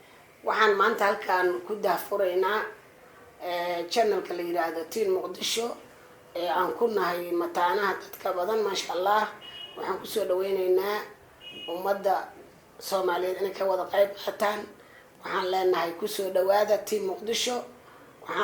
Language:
Somali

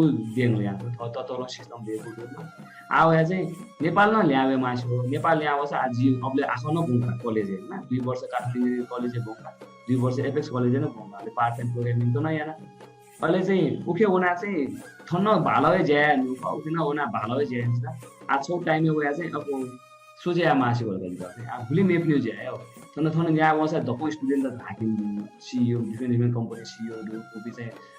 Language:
Newari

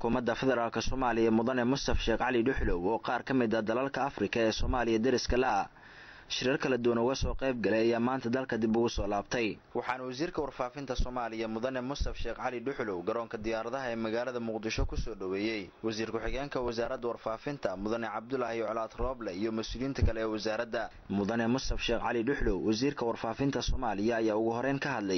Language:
Somali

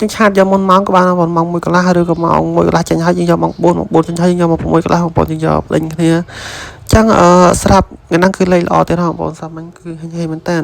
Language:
Khmer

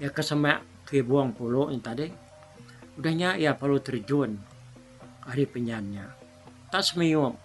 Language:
Iban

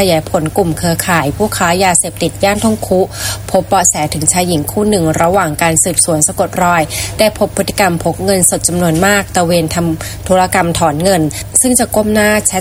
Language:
Thai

